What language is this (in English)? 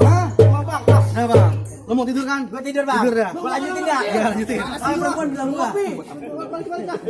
Betawi